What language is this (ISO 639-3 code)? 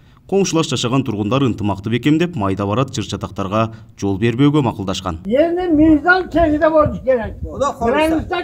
kir